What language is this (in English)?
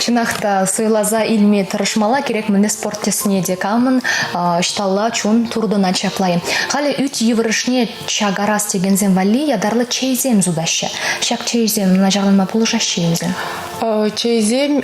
Chuvash